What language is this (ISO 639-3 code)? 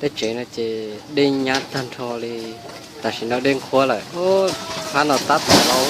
hmn